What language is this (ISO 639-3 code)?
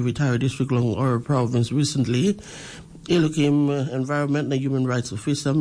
tpi